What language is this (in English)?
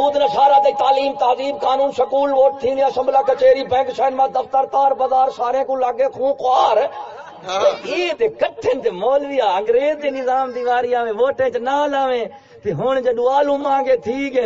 Saraiki